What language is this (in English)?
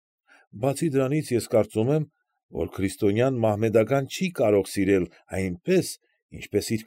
Armenian